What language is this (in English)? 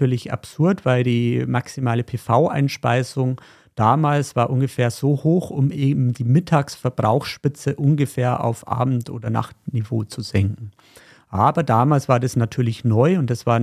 German